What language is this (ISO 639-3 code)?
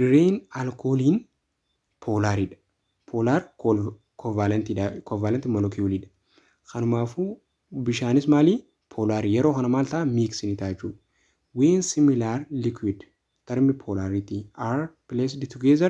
orm